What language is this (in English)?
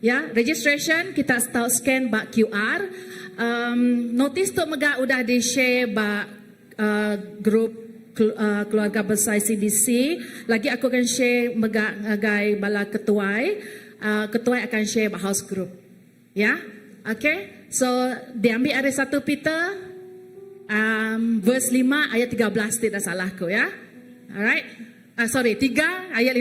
Iban